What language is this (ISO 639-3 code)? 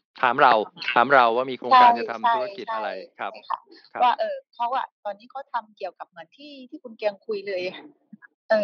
tha